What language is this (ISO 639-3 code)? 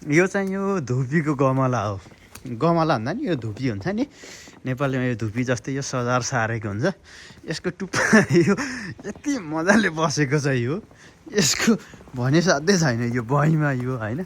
nep